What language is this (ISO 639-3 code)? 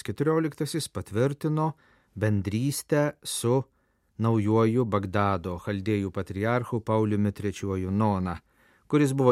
lit